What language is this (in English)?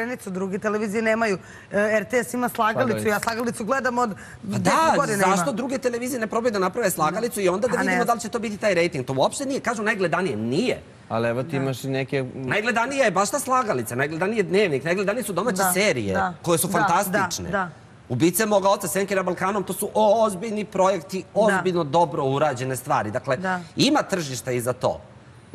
Serbian